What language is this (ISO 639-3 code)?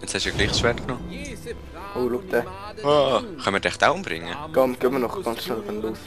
gsw